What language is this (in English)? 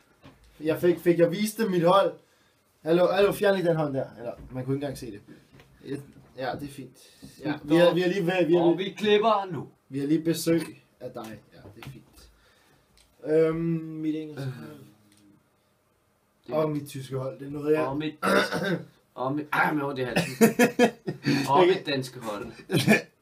Danish